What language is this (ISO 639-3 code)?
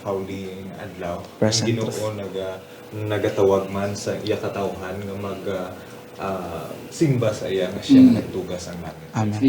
hil